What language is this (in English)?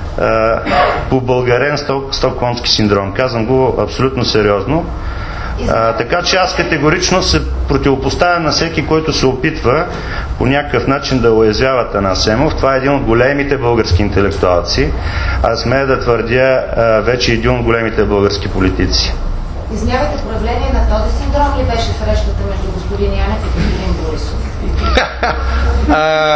Bulgarian